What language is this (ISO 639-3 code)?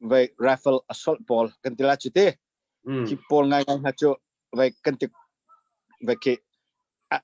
cnh